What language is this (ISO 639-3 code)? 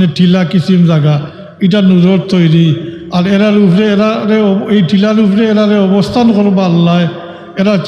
syl